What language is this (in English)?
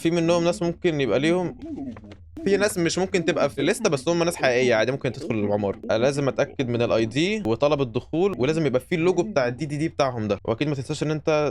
Egyptian Arabic